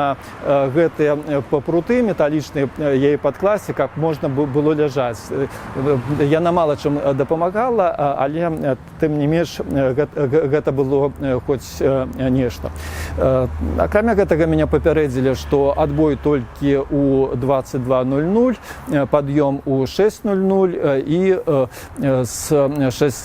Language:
Belarusian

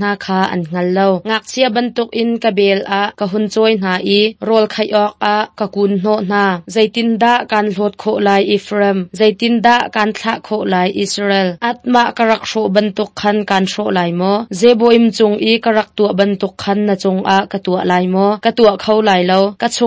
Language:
Hakha Chin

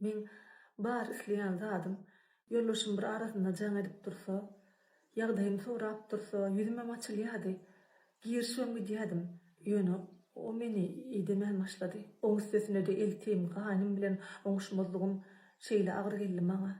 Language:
Turkmen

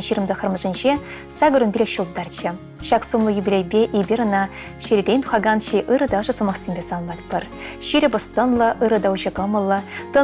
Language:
Chuvash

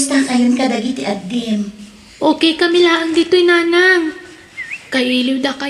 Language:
Iloko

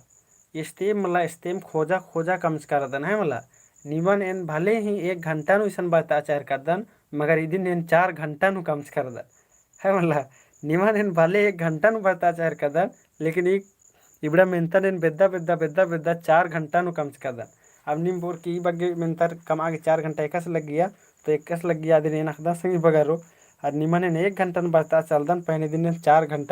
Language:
Kurukh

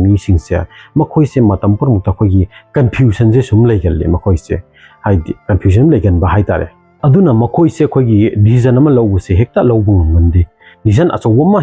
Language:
Manipuri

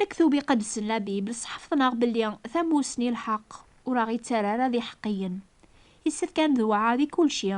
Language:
Kabyle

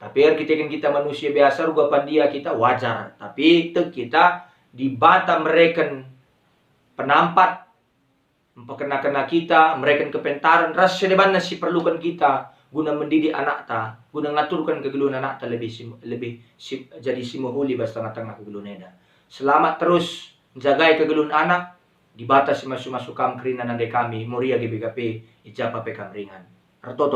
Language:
Batak Karo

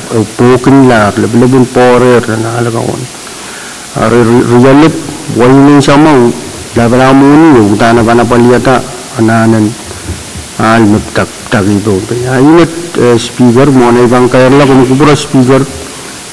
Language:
Pohnpeian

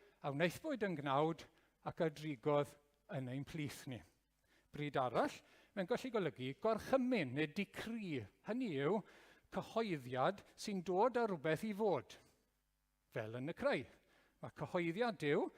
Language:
Welsh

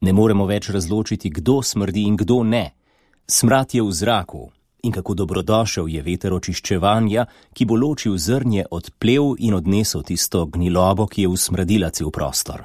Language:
Slovenian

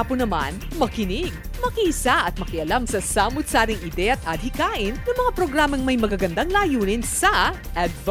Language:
Filipino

